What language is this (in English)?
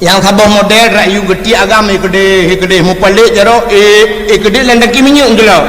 Achinese